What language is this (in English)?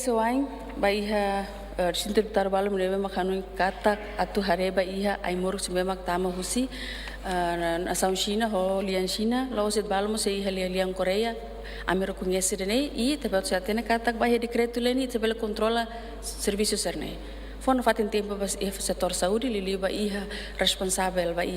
Tetum